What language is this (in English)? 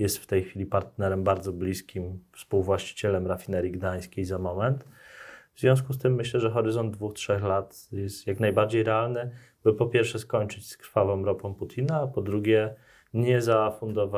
Polish